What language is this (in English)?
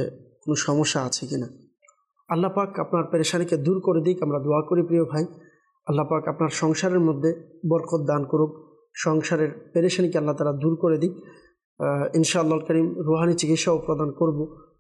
Bangla